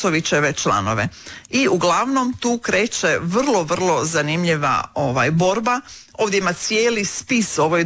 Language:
Croatian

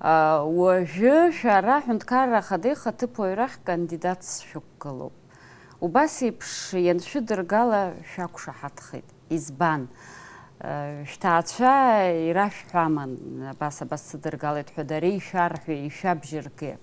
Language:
Abkhazian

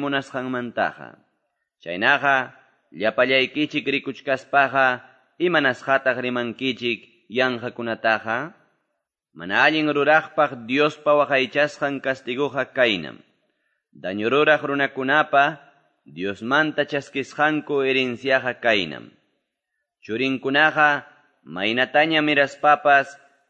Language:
Quechua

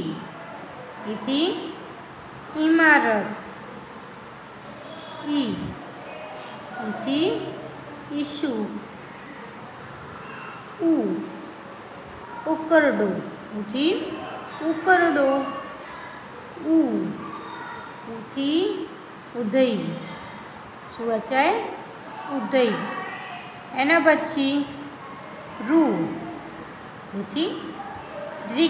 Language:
Gujarati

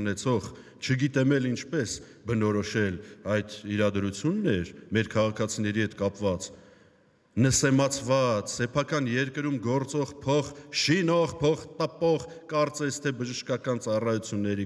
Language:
Armenian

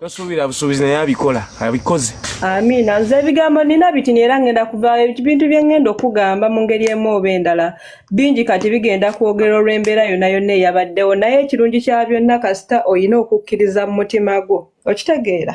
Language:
Ganda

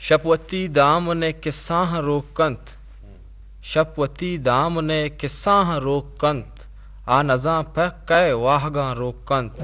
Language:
Eastern Balochi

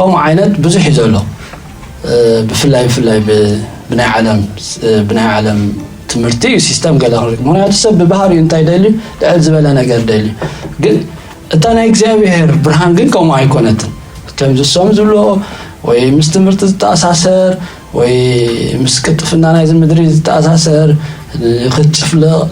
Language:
Tigrinya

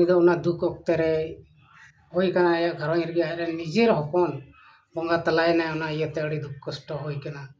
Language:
Santali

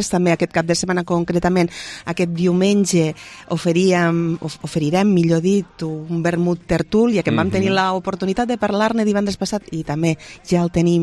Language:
Catalan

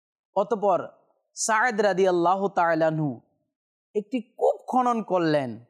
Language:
Bangla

